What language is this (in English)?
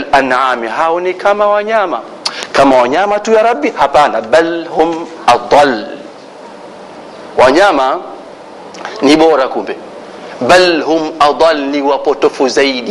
Swahili